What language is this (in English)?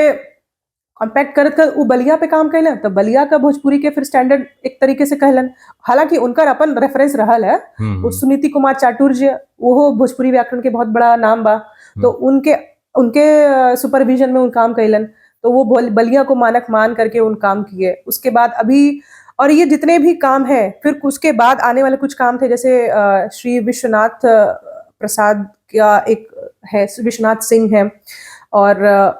Bhojpuri